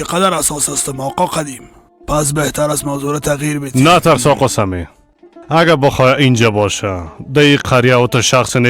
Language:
Persian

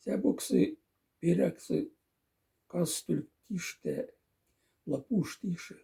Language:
Moksha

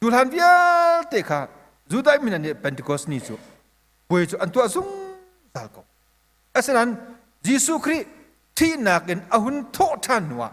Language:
Hakha Chin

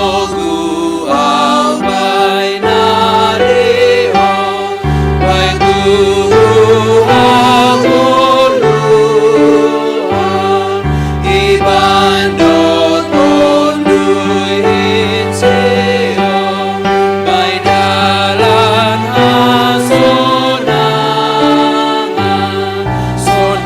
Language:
Batak Simalungun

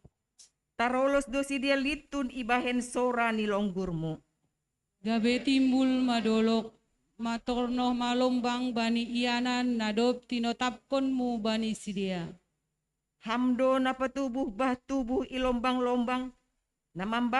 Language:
Batak Simalungun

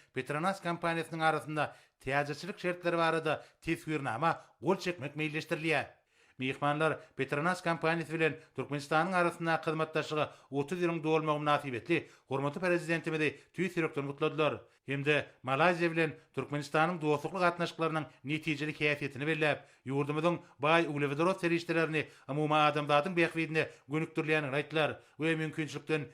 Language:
Turkmen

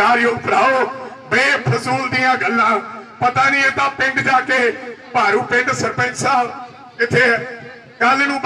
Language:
Punjabi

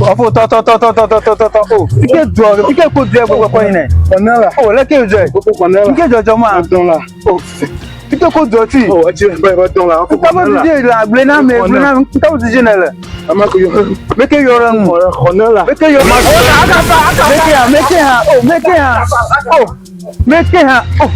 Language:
Ewe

